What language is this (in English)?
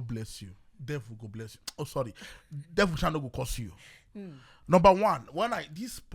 Nigerian Pidgin